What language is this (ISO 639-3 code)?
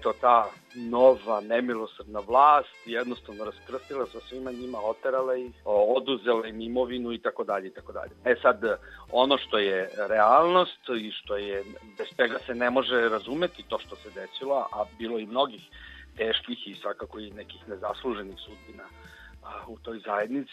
srp